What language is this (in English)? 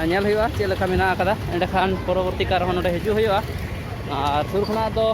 Santali